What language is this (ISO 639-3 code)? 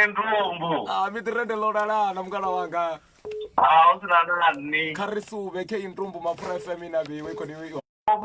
ven